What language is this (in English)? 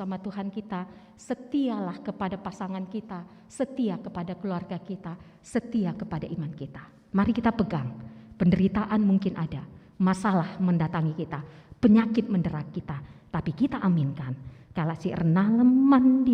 Batak Karo